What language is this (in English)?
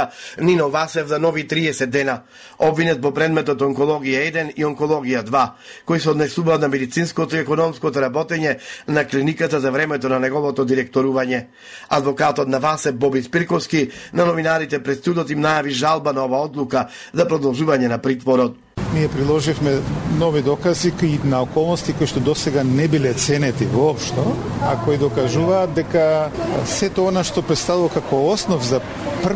Macedonian